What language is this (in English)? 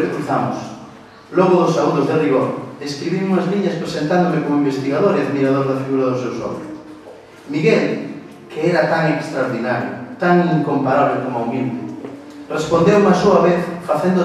Galician